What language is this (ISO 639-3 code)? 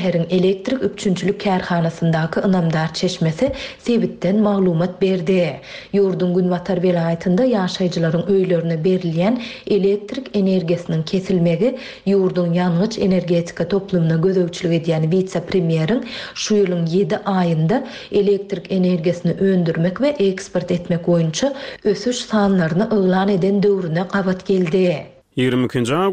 tuk